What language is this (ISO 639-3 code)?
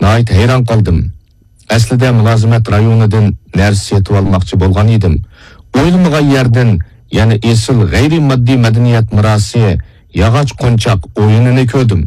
uig